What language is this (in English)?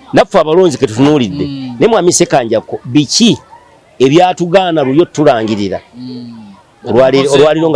Ganda